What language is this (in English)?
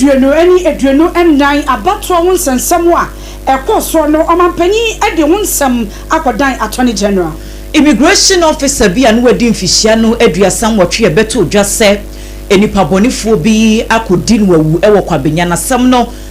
Akan